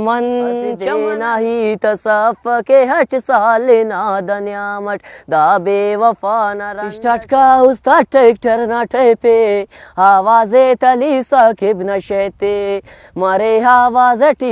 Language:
Brahui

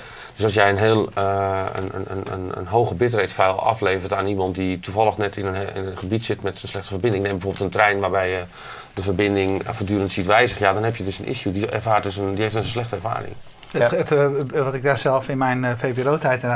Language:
Dutch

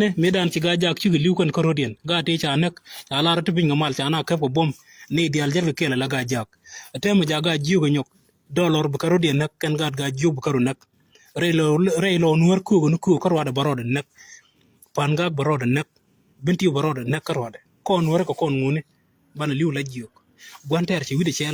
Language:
Nuer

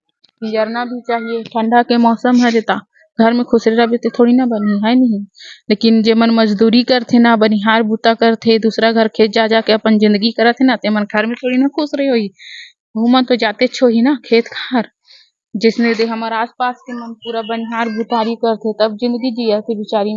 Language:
Chhattisgarhi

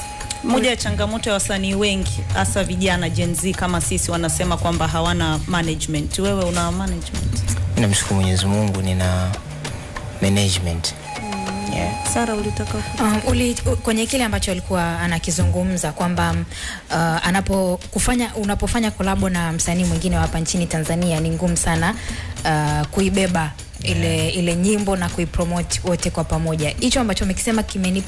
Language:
Swahili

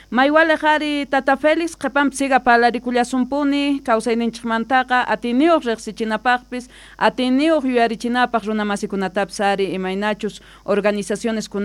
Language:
South Bolivian Quechua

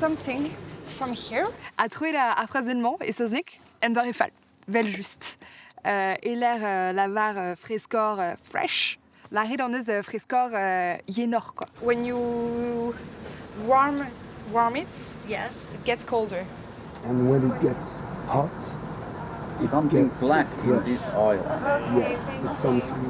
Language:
Breton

